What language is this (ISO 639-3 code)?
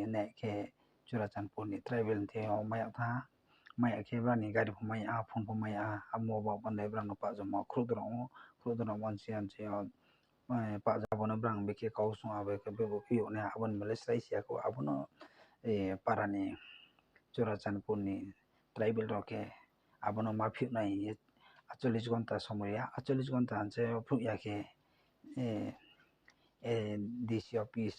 ria